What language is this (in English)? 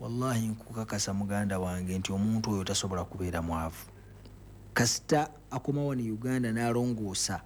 Ganda